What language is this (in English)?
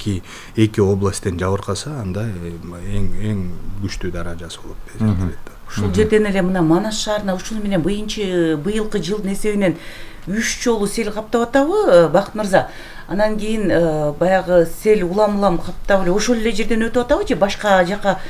Kyrgyz